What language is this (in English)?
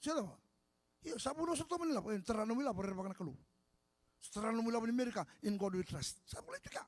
Fijian